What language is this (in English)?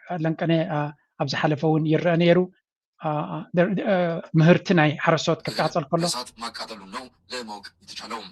Tigrinya